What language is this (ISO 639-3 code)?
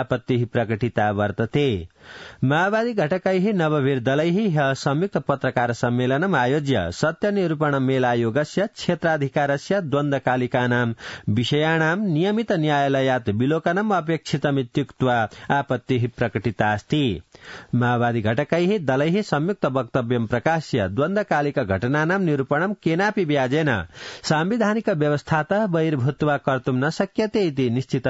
san